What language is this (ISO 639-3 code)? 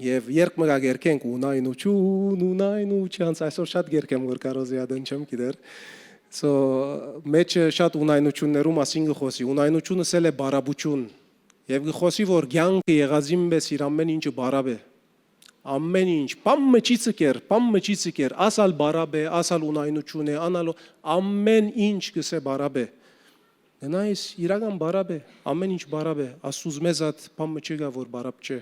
hyw